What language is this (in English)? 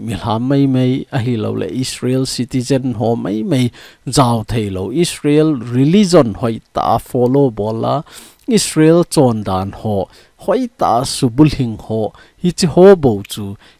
Thado Chin